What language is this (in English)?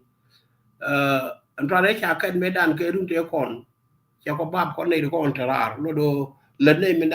Nuer